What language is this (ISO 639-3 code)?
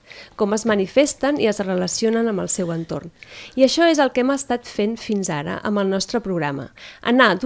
cat